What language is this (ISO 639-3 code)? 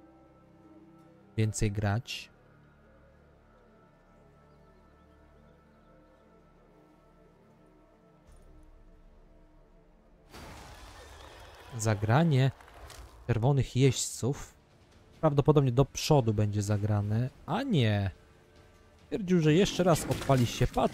pol